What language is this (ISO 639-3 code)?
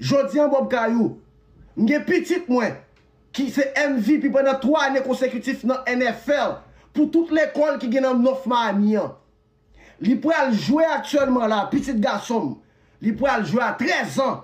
hat